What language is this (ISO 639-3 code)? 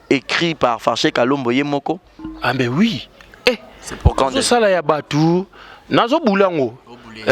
lin